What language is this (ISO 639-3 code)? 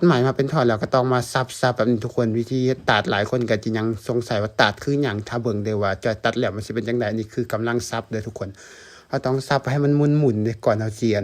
lao